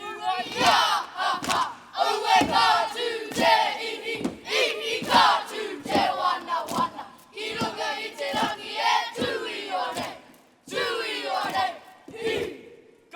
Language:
Māori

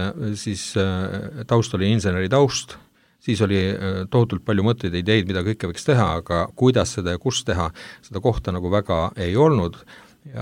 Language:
Estonian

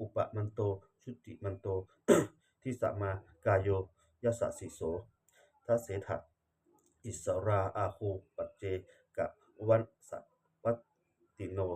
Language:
Pali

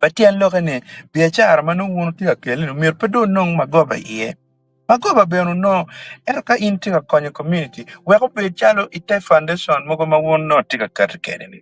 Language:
Acoli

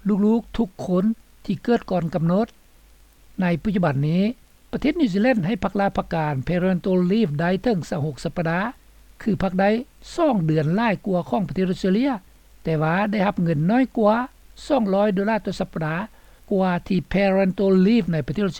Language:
Lao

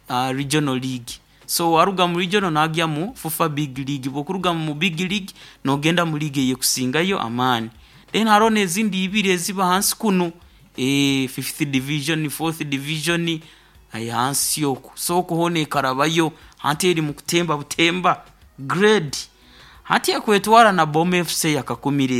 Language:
Nyoro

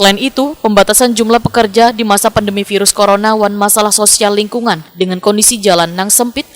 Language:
Banjar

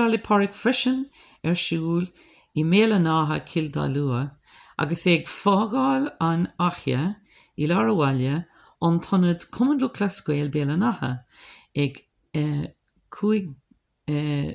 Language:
Irish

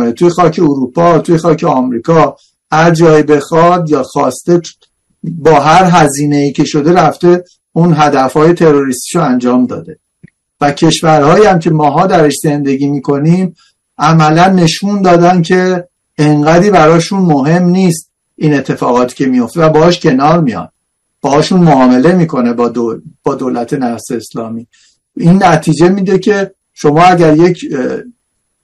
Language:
Persian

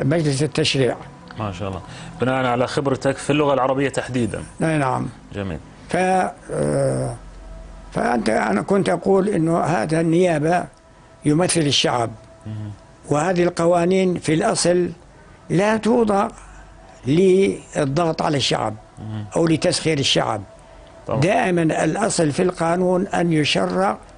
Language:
North Levantine Arabic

